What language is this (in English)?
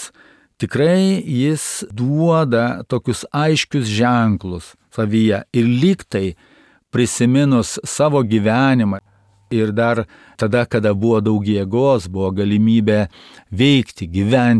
Lithuanian